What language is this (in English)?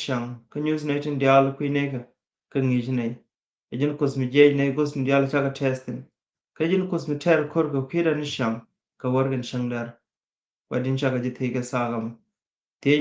Nuer